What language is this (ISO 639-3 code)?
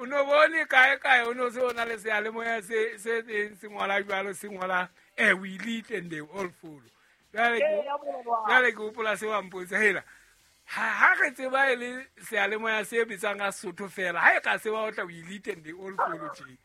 sot